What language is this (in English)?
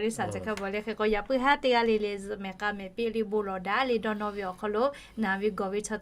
Lahu